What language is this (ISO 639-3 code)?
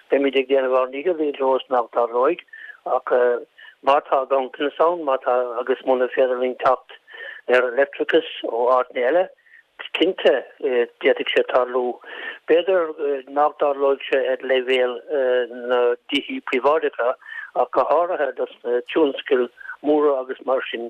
gle